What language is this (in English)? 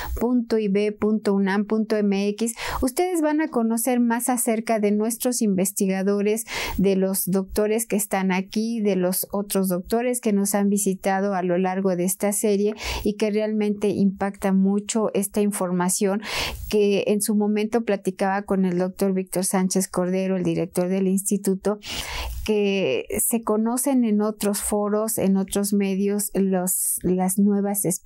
Spanish